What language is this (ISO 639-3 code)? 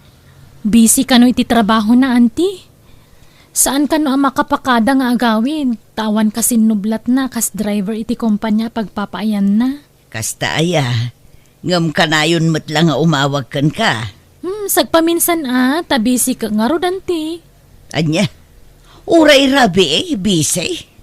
ilo